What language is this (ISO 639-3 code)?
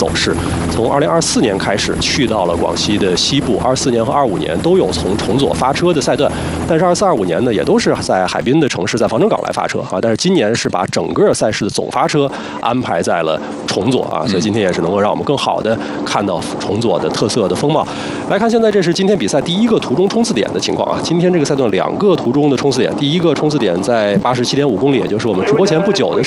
zho